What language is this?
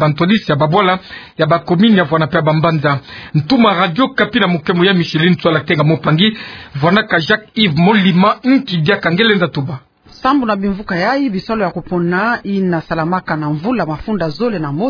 Kituba (Democratic Republic of Congo)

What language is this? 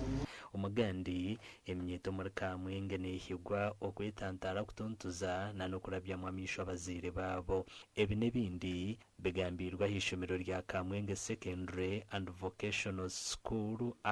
Nyankole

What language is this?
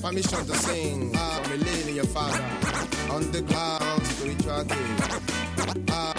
Nigerian Pidgin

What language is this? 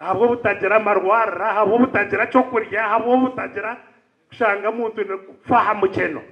Nyankole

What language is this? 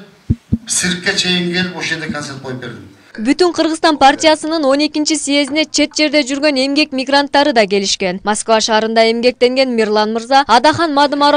Kyrgyz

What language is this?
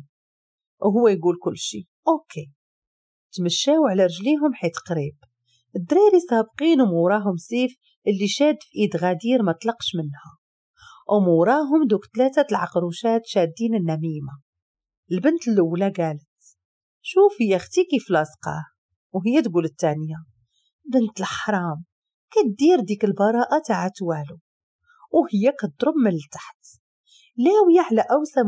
Moroccan Arabic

